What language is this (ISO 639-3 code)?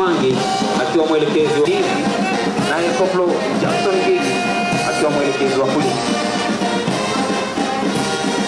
swa